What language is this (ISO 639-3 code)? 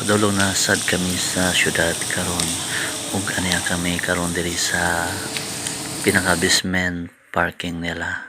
ceb